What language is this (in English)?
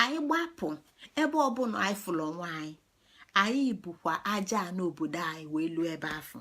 Igbo